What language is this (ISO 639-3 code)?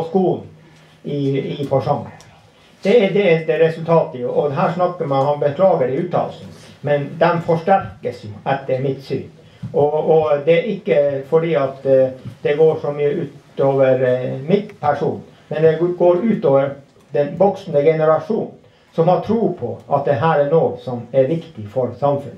nor